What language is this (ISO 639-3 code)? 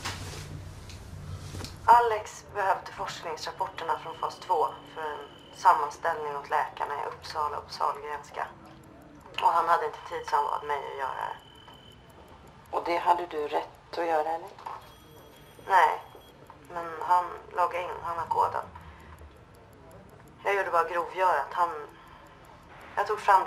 swe